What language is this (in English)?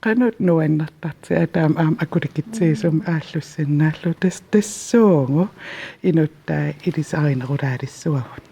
Kalaallisut